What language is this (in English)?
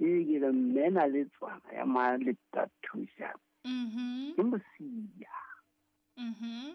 Southern Sotho